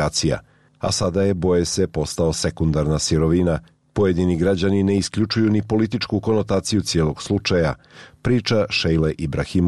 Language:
Bosnian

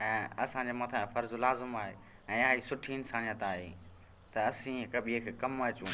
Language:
Sindhi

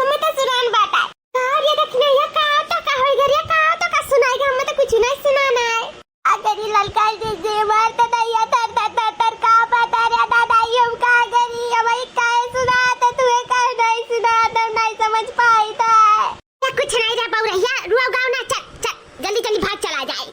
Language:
Awadhi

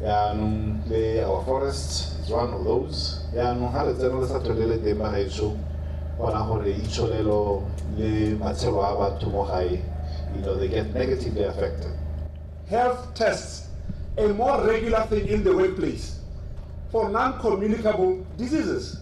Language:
Tswana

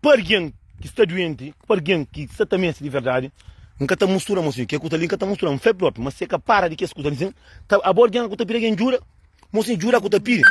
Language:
Kabuverdianu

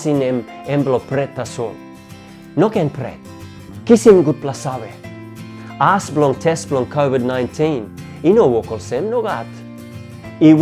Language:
Tok Pisin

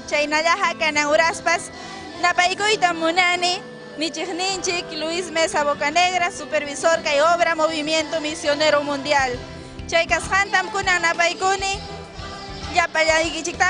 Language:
Ayacucho Quechua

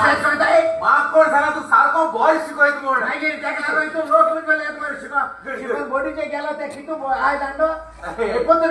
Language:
Konkani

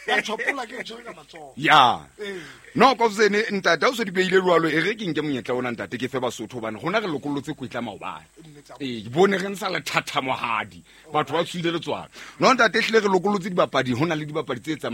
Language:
Southern Sotho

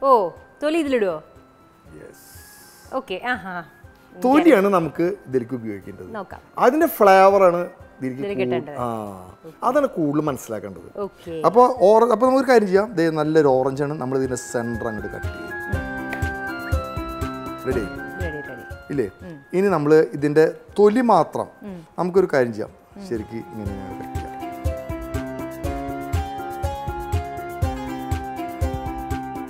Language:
Malayalam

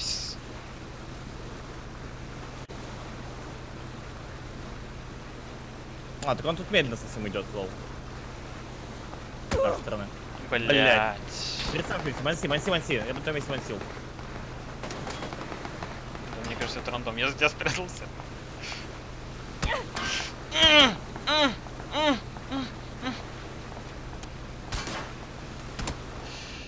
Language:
Russian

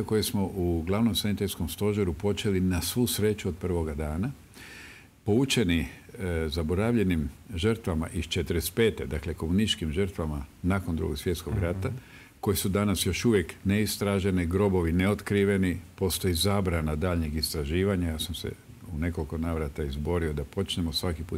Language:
Croatian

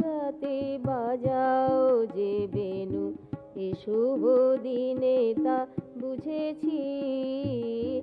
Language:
Bangla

